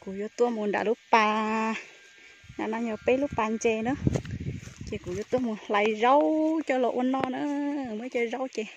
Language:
Hmong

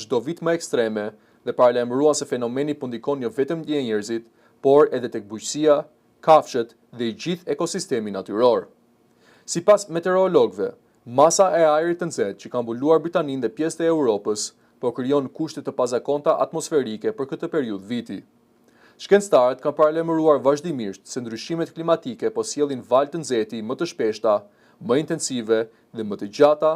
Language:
Albanian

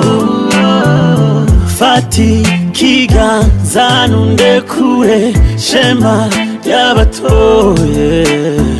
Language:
Kinyarwanda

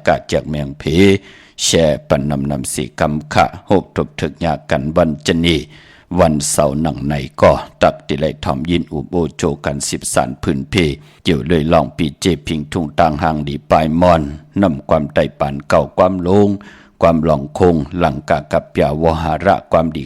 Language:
Shan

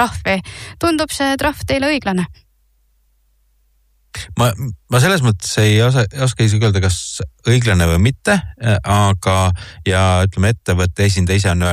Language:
Estonian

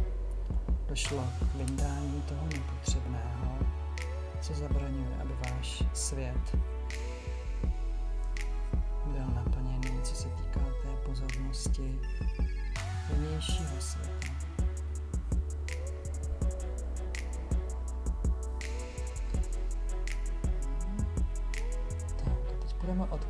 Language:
Czech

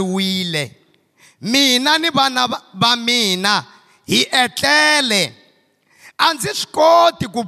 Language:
Tsonga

